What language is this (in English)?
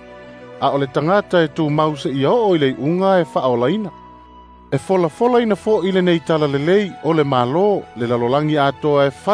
Samoan